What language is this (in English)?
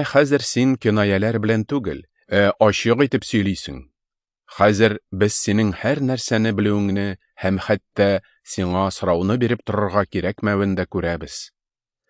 Tatar